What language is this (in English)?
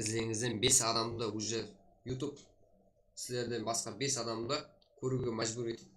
Kara-Kalpak